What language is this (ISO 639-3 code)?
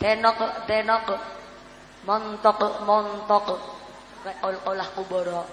jav